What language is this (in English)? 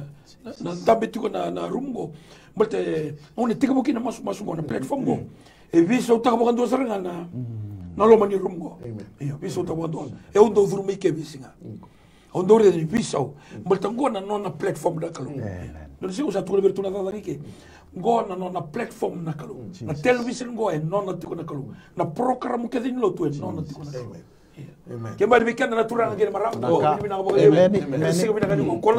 Fijian